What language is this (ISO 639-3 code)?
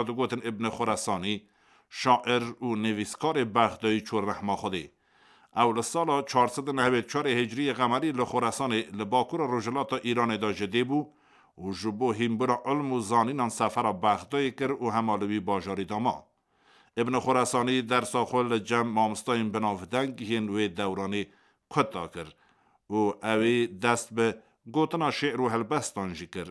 kur